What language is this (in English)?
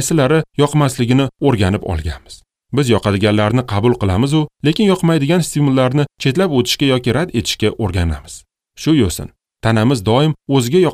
Uzbek